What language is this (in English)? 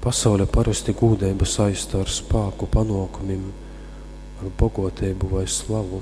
Latgalian